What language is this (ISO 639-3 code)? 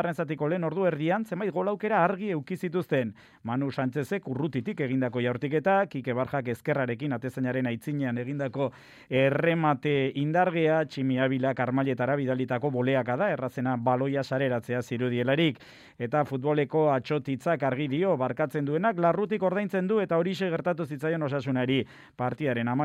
eus